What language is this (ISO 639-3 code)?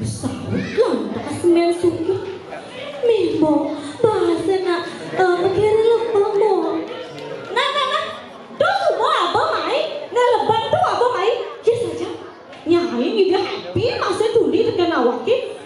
ban